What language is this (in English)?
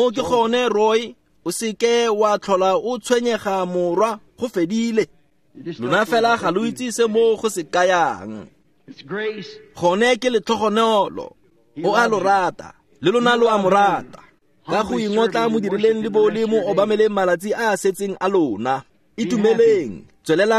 Tswana